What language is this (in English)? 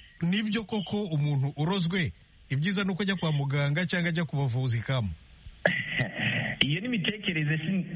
Kinyarwanda